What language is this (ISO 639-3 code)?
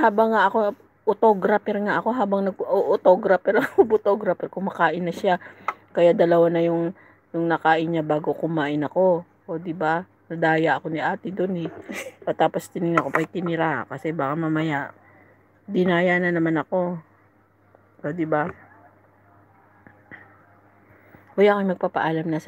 fil